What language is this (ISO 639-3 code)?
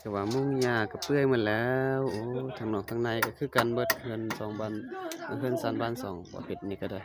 lao